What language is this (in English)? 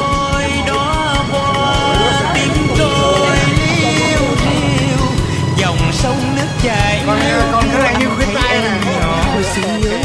Vietnamese